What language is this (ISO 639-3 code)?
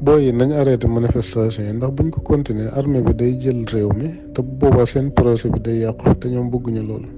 wol